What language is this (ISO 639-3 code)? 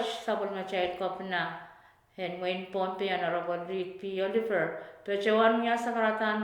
pon